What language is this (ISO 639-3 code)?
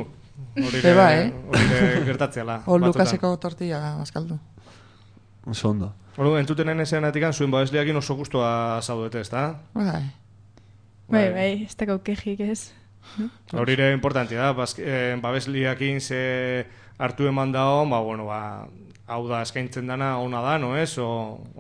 eus